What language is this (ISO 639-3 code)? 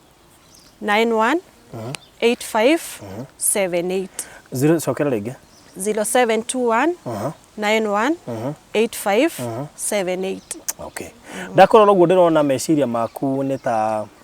kik